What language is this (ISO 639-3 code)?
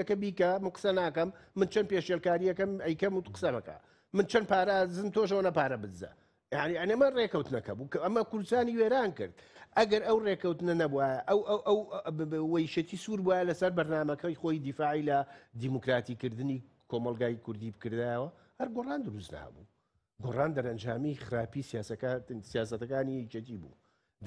ckb